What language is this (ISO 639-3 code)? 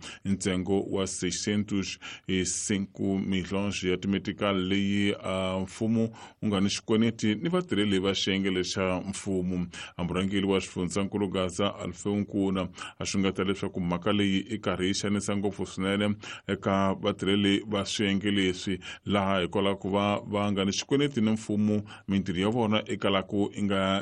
tso